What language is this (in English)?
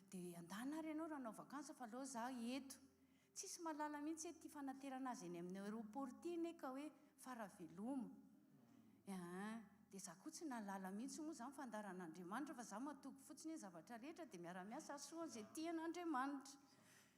Malagasy